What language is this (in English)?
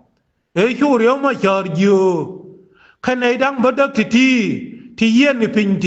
Nuer